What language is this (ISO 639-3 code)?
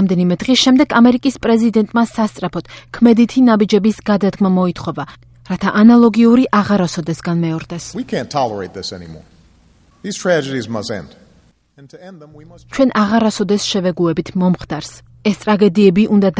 kat